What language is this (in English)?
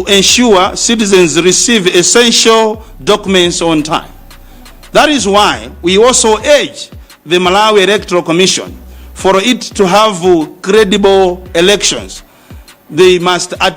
Nyanja